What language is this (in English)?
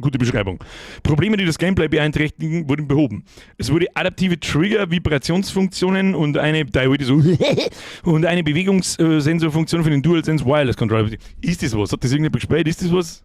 Bavarian